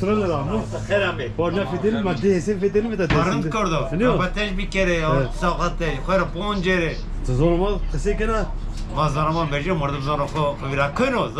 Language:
Zaza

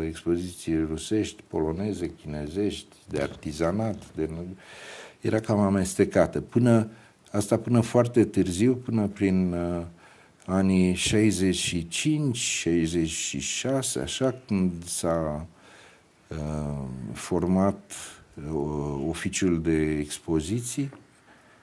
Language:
Romanian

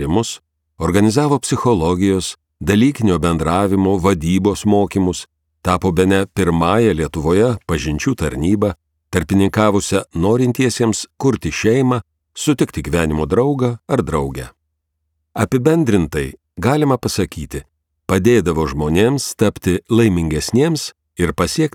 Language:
Lithuanian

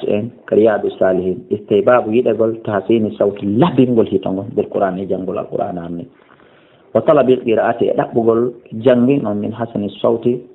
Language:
Fula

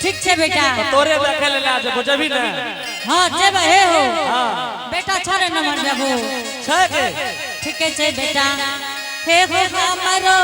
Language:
Angika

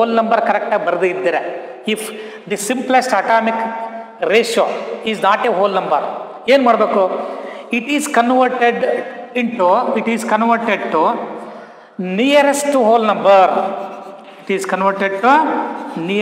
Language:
Kannada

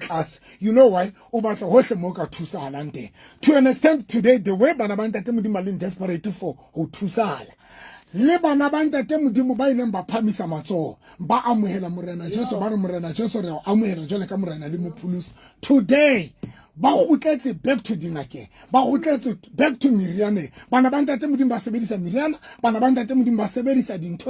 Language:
Southern Sotho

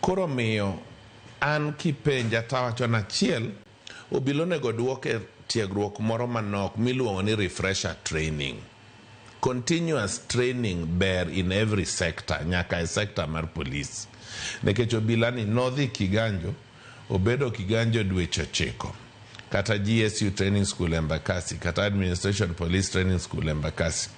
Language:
Luo (Kenya and Tanzania)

